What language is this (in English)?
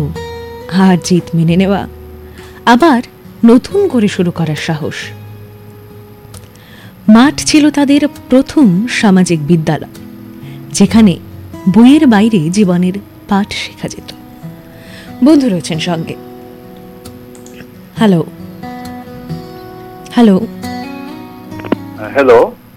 Bangla